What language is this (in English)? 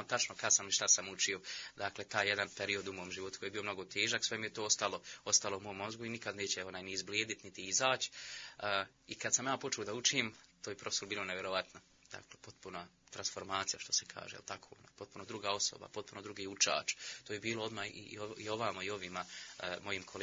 Bosnian